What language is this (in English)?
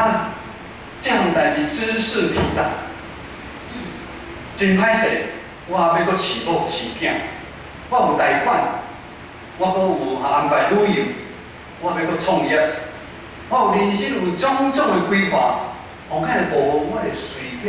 Min Nan Chinese